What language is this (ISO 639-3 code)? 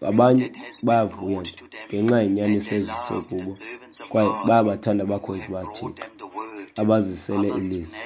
xho